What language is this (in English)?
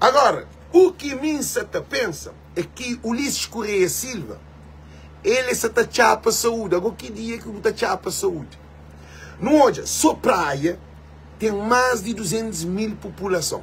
Kabuverdianu